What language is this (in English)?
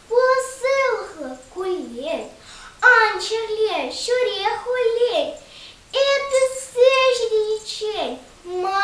Chuvash